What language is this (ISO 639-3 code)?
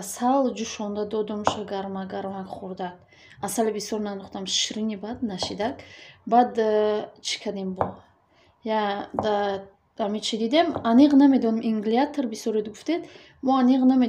tgk